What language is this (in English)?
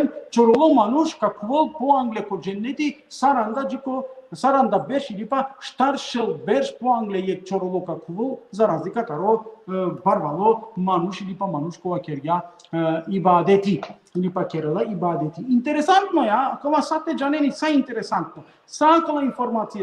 Balkan Romani